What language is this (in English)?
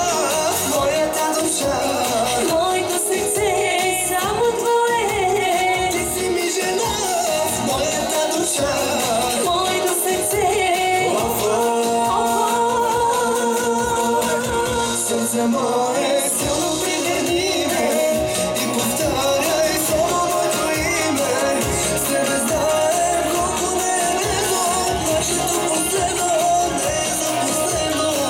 Bulgarian